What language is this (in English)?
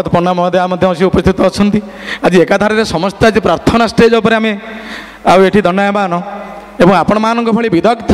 Odia